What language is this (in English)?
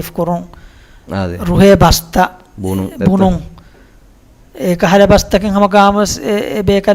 Divehi